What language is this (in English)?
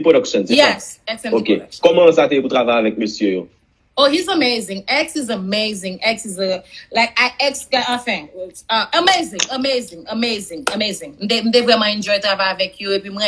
Haitian Creole